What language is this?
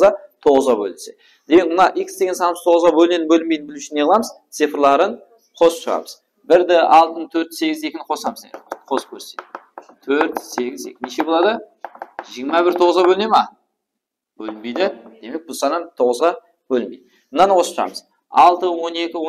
Kara-Kalpak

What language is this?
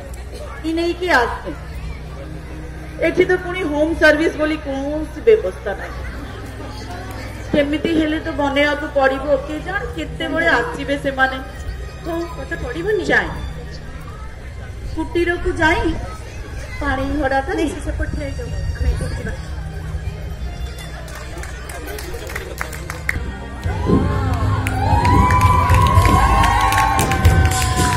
Odia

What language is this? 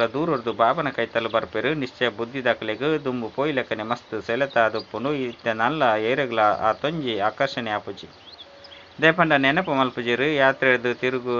Tulu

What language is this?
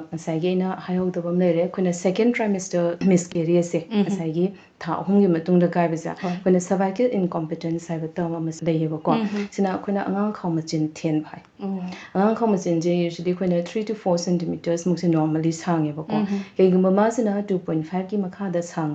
Manipuri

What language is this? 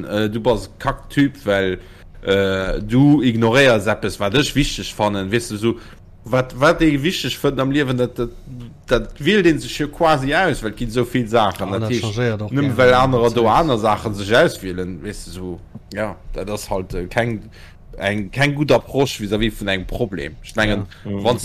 Luxembourgish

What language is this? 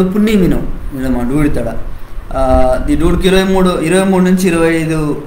Koya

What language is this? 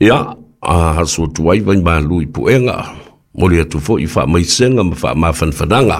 Samoan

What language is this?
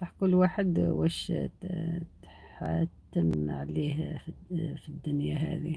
Algerian Arabic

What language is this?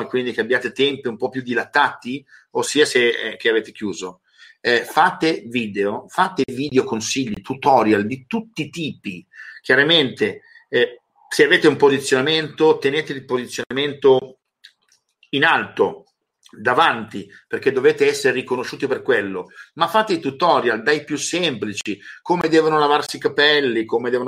Italian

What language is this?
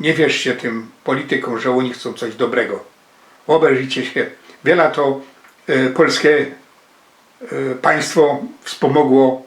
Silesian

